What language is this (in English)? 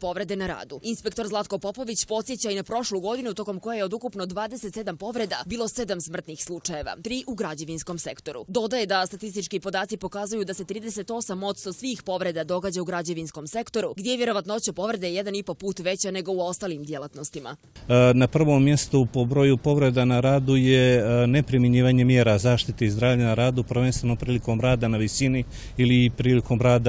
Serbian